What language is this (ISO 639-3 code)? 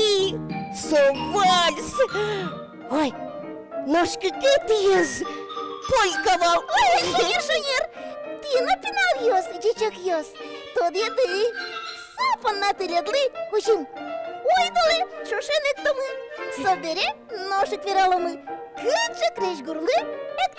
udm